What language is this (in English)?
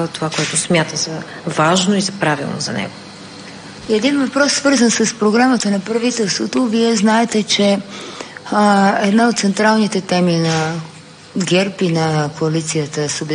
Bulgarian